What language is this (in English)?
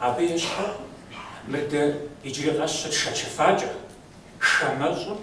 Kabardian